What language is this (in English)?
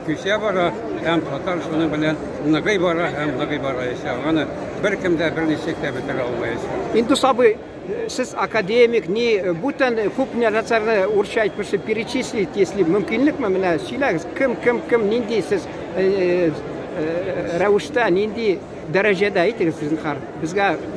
Tatar